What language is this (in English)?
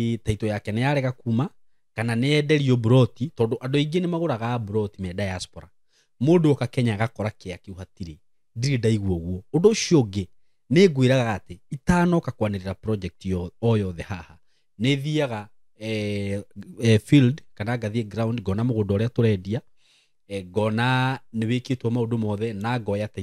Kikuyu